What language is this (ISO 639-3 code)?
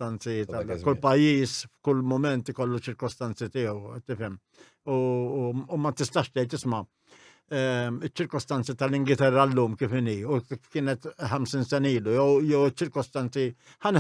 mlt